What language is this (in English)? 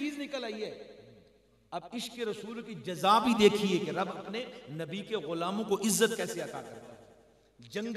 Urdu